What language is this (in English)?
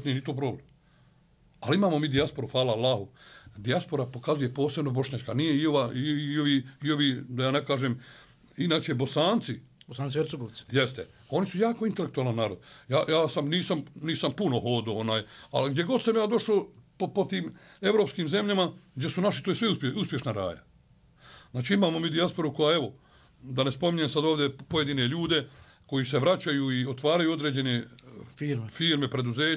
Bosnian